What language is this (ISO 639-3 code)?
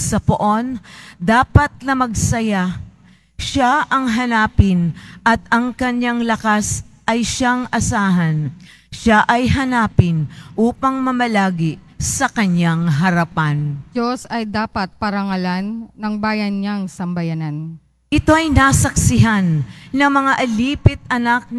fil